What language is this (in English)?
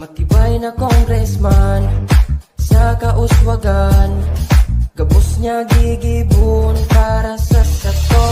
Bikol